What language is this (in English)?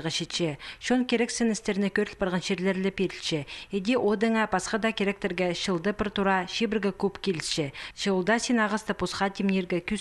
Khakas